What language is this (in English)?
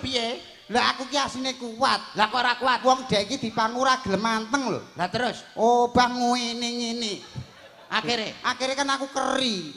Javanese